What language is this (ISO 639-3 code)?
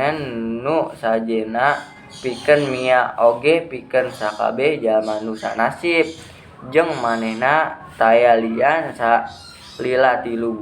sun